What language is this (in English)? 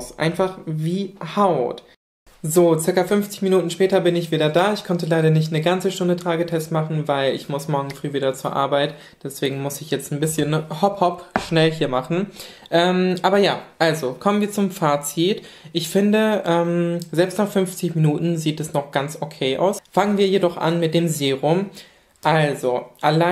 German